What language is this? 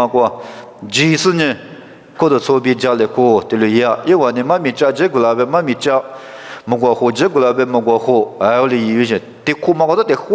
Lisu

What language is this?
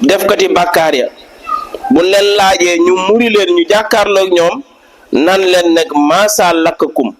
Wolof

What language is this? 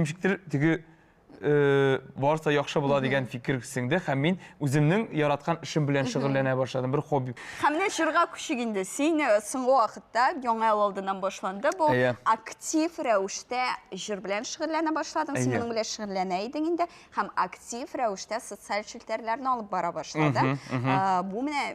Tatar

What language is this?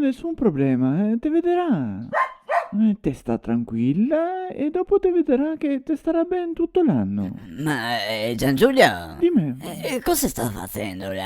Venetian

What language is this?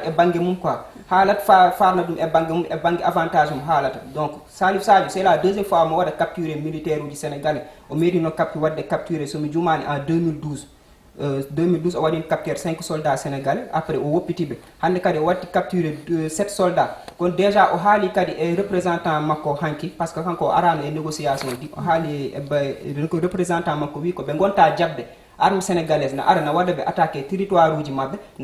Fula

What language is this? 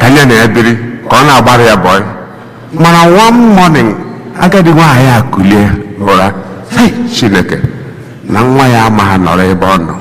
Igbo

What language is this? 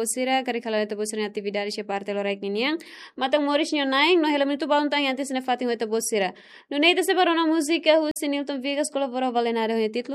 Tetum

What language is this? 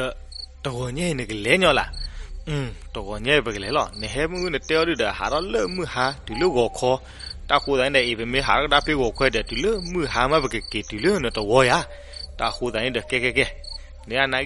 S'gaw Karen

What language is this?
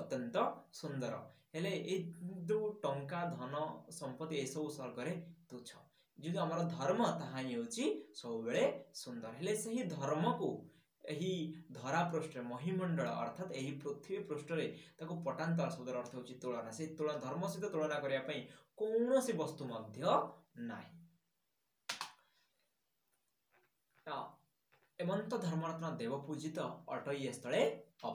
Odia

